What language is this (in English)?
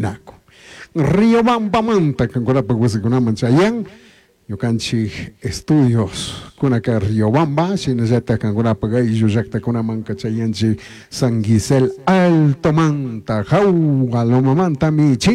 Chimborazo Highland Quichua